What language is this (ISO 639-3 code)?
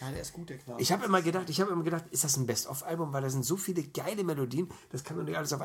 deu